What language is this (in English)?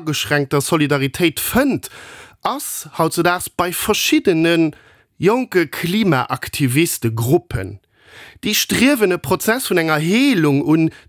Luxembourgish